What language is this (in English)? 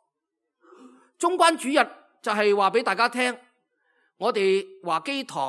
Cantonese